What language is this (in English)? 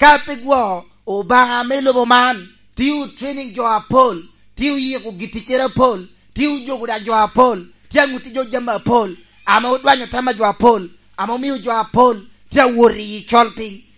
Lango (Uganda)